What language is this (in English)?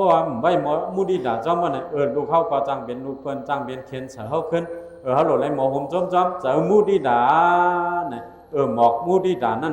Shan